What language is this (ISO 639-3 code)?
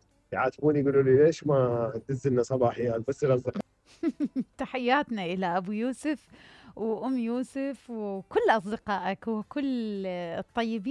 acm